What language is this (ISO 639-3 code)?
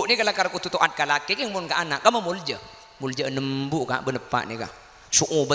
mad